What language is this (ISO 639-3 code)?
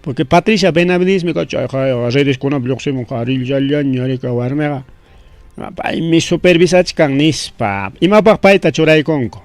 quy